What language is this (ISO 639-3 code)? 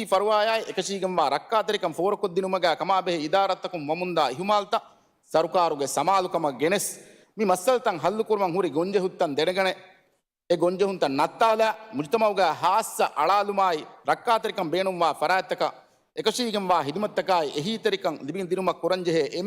div